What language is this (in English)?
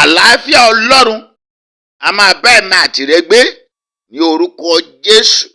Yoruba